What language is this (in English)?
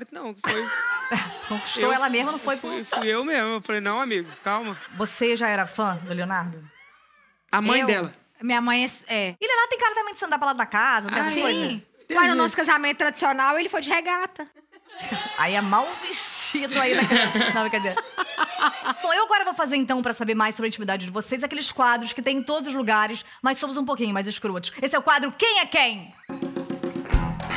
Portuguese